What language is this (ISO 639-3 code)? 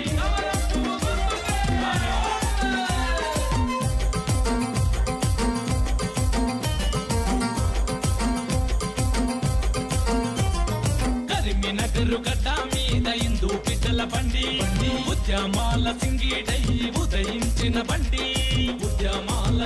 tel